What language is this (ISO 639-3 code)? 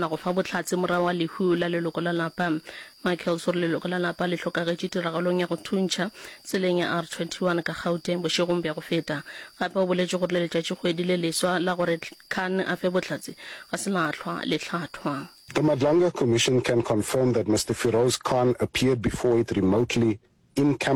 nso